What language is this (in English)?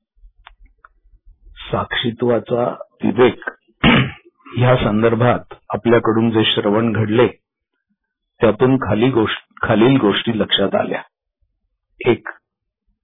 Marathi